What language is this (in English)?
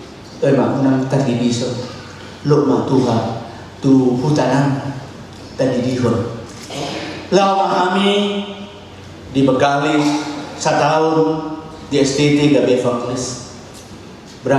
Batak Toba